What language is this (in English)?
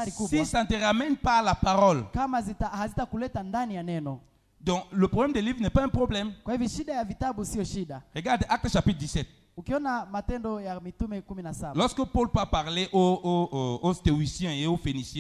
Swahili